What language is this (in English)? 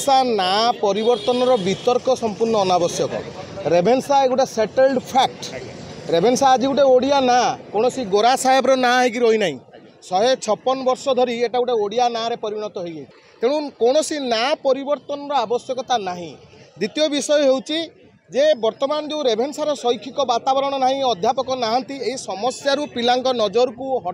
Odia